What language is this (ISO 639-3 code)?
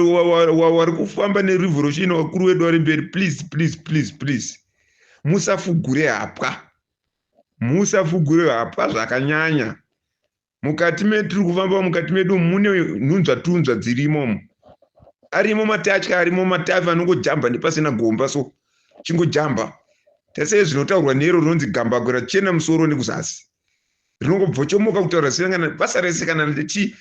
sna